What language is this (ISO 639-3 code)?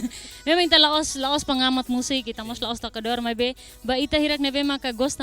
tet